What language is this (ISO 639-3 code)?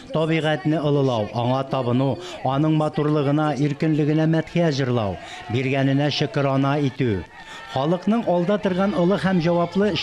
tat